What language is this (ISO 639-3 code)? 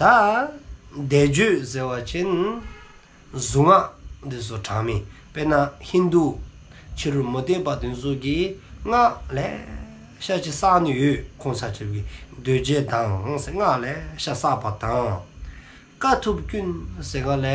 dzo